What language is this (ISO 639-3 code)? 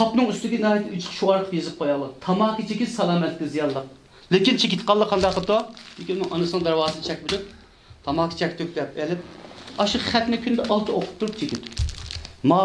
uig